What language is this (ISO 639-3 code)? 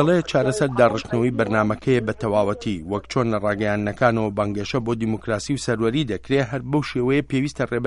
ckb